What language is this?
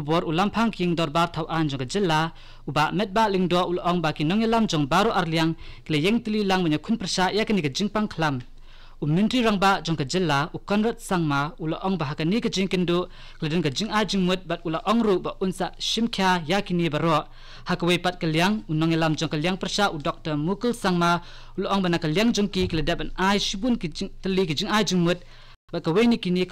Khasi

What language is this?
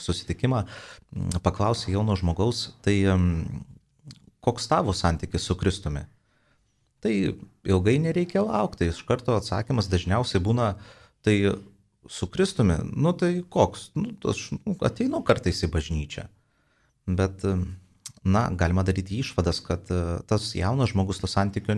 Lithuanian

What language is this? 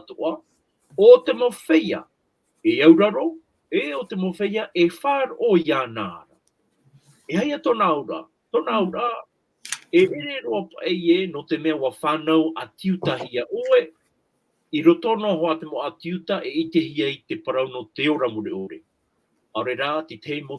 Tahitian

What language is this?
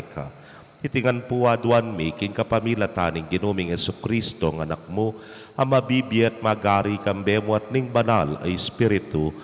Pampanga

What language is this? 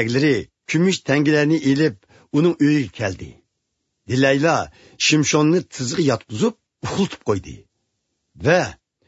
Uyghur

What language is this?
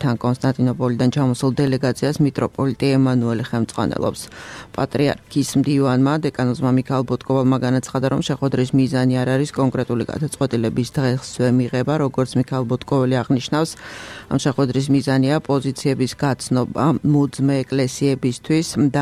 Georgian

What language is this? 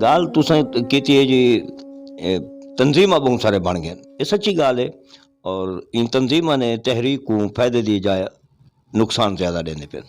Saraiki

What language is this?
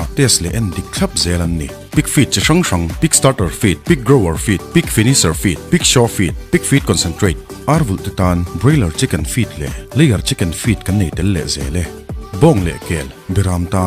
Mizo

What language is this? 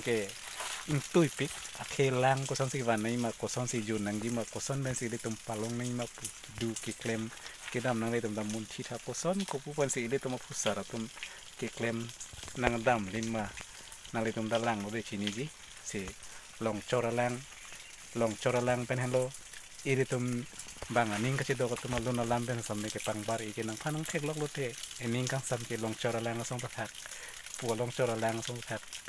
Karbi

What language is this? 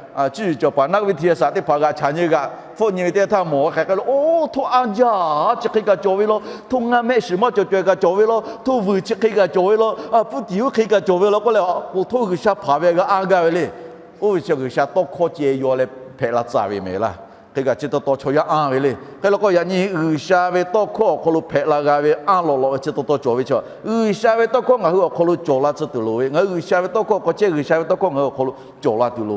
Lahu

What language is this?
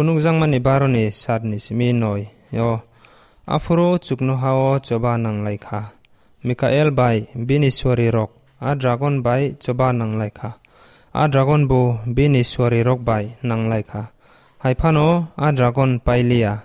Kok Borok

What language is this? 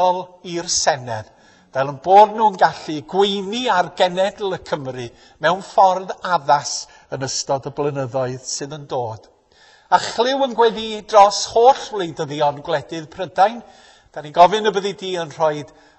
Welsh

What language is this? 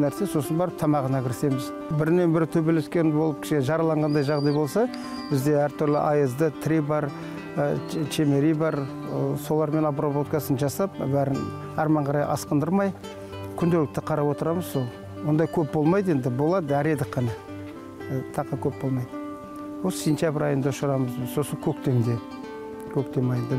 Kazakh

